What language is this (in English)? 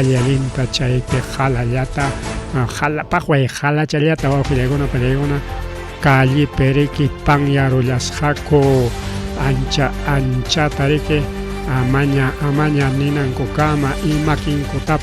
Ayacucho Quechua